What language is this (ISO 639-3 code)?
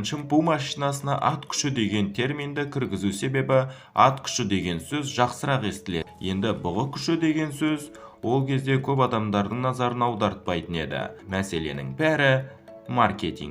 kaz